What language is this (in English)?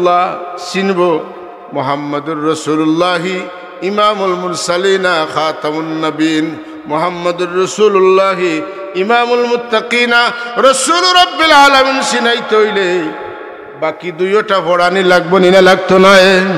Sylheti